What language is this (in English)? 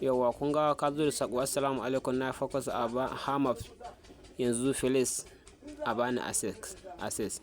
Hausa